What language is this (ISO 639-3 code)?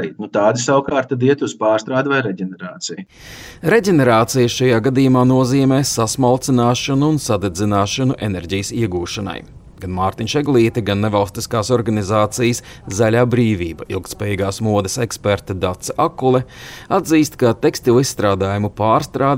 lav